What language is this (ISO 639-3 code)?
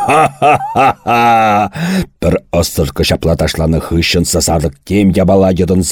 chv